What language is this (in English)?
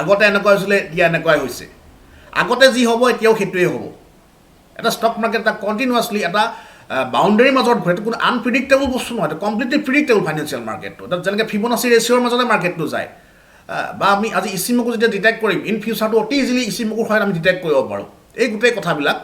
Assamese